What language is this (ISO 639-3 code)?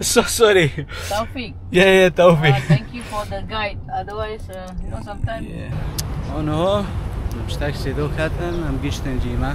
kur